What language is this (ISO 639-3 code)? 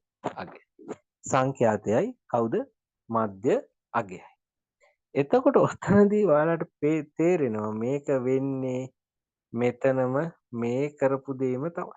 sin